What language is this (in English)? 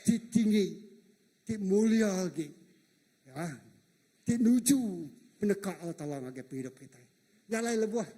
Iban